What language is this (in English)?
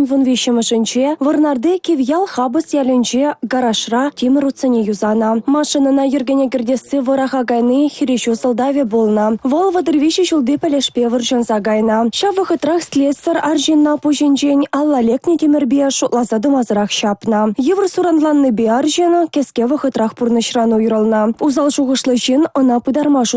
Chuvash